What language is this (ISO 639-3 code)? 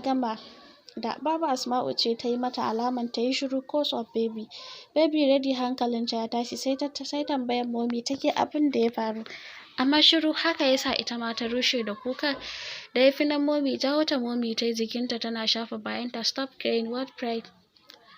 hau